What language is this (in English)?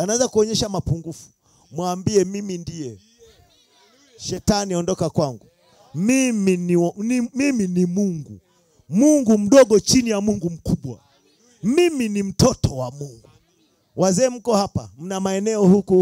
Swahili